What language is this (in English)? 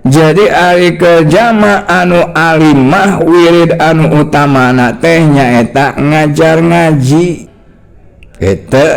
Sundanese